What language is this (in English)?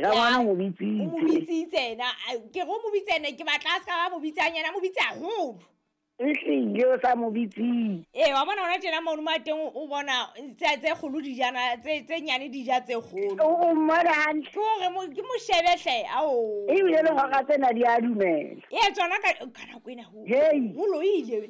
Southern Sotho